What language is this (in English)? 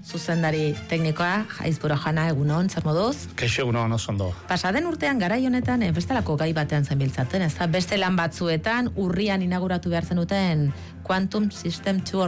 Basque